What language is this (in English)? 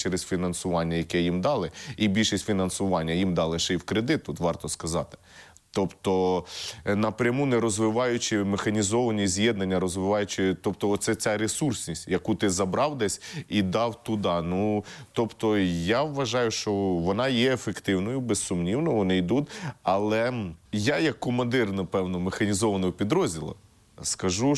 Ukrainian